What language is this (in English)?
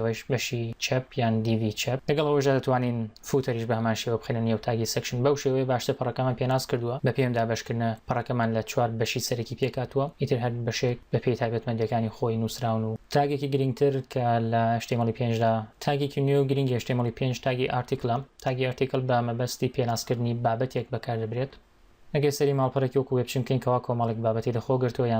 Central Kurdish